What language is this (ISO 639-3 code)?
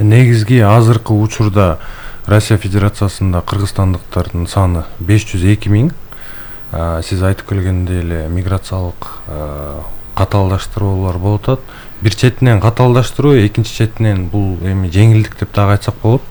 kir